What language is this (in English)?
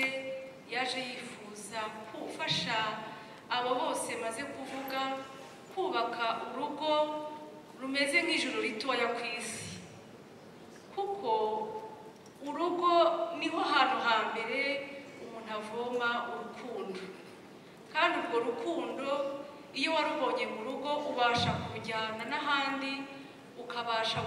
Kinyarwanda